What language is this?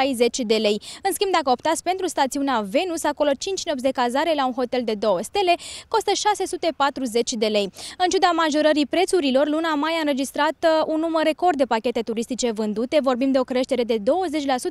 Romanian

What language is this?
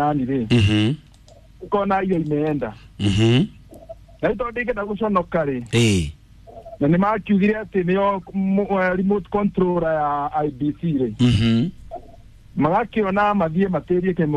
Kikuyu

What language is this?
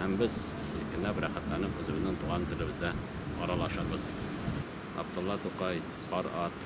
Tatar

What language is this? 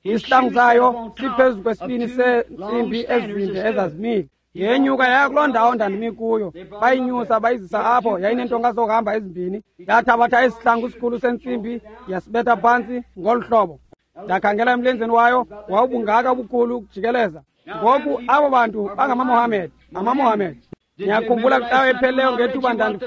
Xhosa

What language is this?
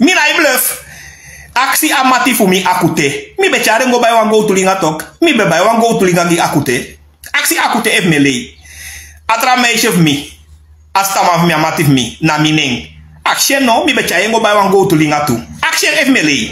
Sranan Tongo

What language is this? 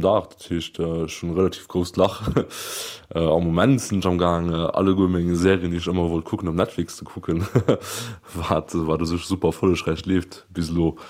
Luxembourgish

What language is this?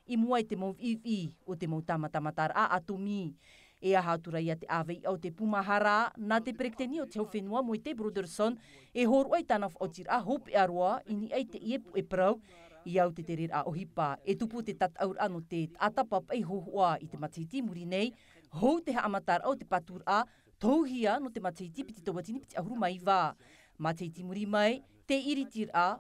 Tahitian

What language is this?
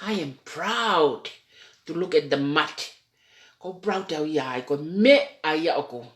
Tongan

